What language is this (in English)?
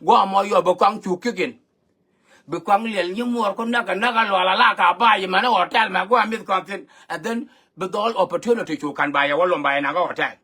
Nuer